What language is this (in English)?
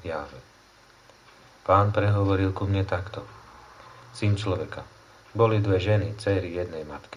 Slovak